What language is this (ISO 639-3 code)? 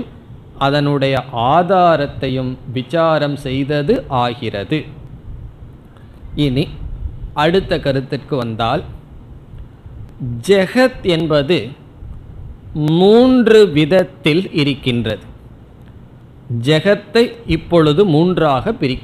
tam